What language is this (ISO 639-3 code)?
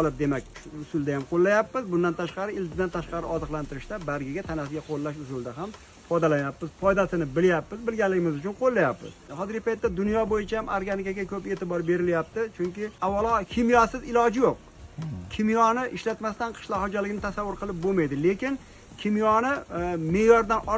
uzb